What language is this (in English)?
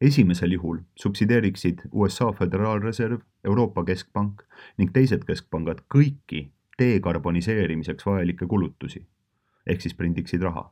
Estonian